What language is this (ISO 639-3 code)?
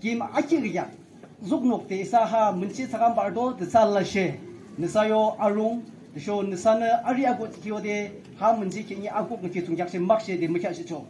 nag